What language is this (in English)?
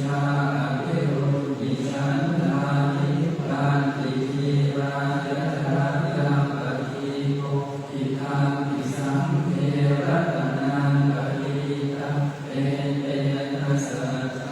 Pali